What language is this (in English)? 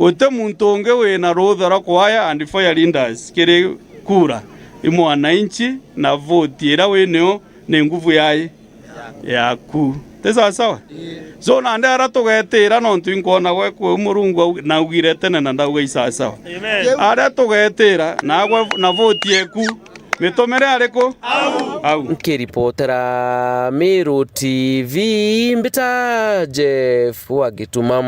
Meru